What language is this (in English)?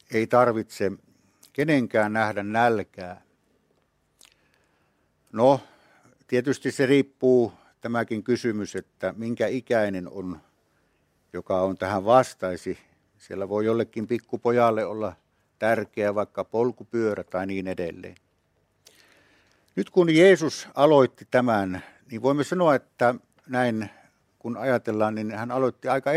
Finnish